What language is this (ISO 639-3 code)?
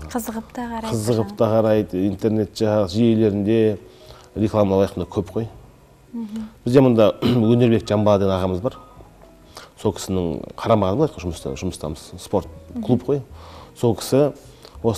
kaz